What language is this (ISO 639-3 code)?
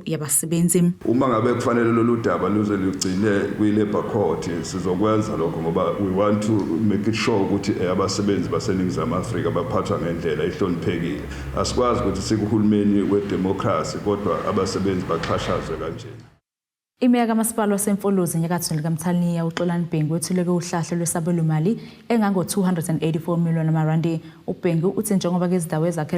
zul